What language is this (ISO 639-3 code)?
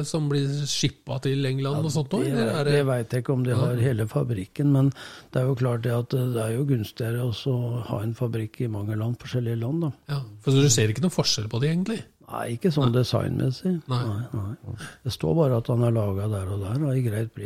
nor